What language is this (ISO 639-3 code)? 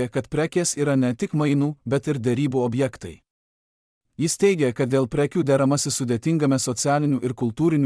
lit